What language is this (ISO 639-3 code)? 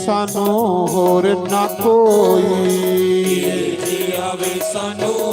doi